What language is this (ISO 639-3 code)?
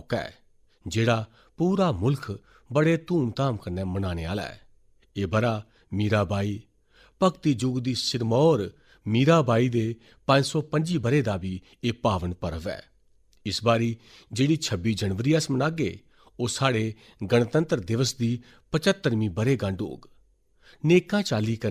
doi